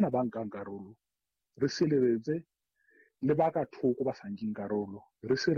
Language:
Southern Sotho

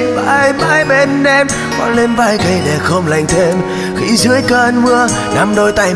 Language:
Vietnamese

